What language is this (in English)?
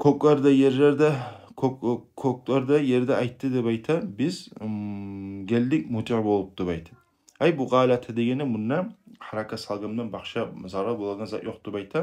Kumyk